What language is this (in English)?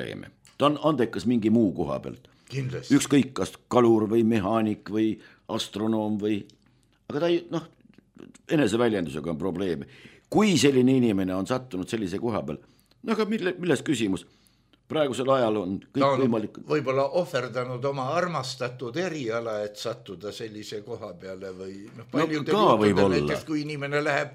Estonian